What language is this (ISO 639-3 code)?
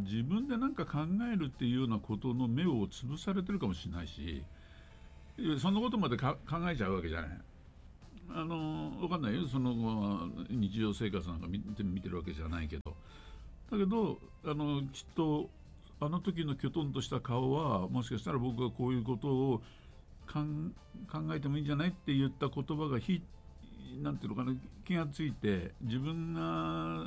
jpn